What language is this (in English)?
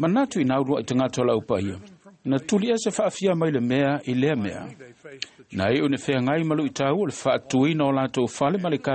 Samoan